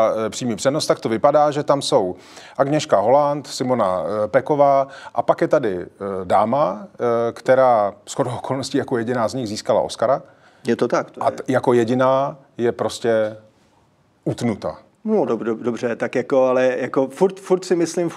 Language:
Czech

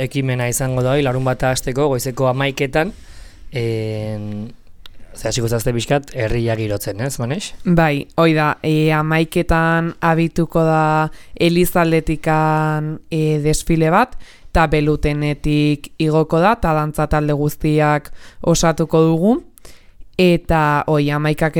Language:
Basque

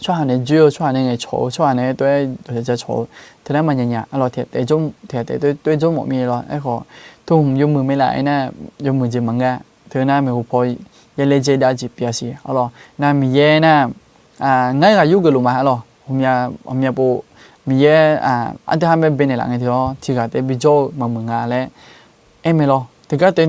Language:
Akha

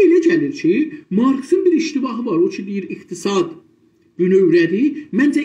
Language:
South Azerbaijani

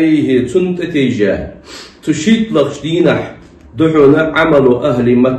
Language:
Ingush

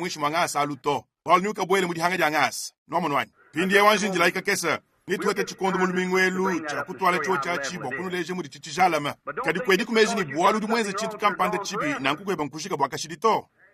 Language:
Luba-Lulua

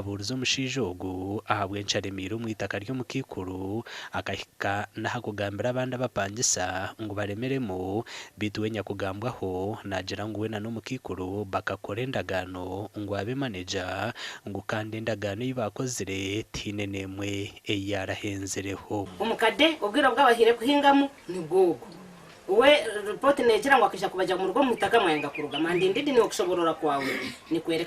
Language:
Nyankole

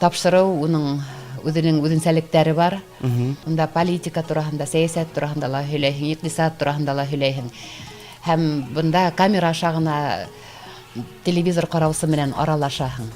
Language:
Bashkir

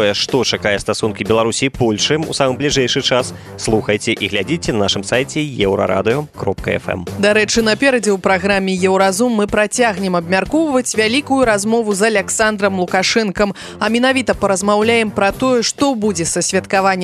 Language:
Belarusian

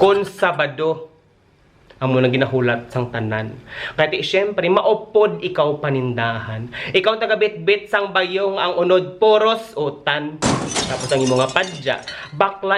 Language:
Hiligaynon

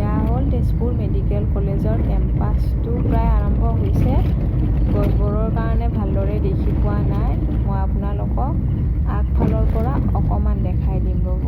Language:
Assamese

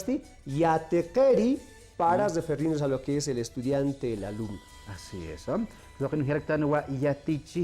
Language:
Aymara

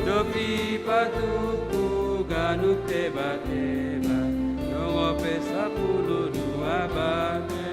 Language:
Batak Simalungun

